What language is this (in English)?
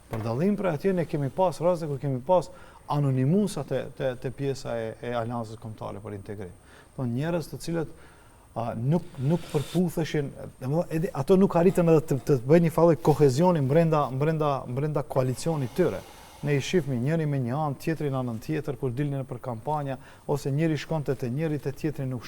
Albanian